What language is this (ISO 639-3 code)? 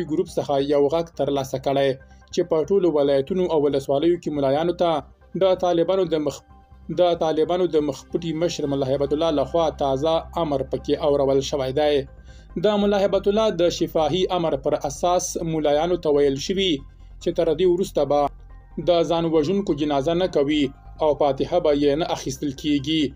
pus